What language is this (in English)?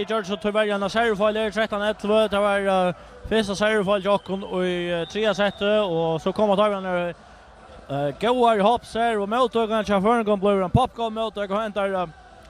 Faroese